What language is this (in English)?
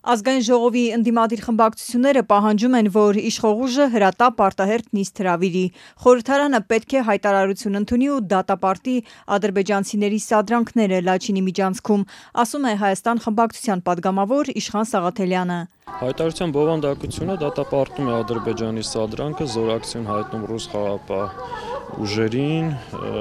Armenian